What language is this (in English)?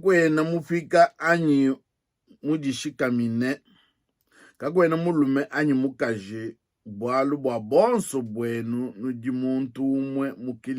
Luba-Lulua